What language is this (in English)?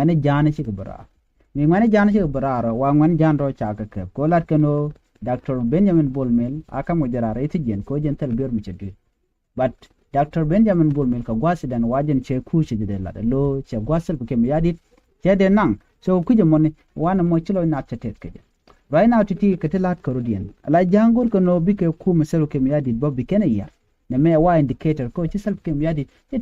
Nuer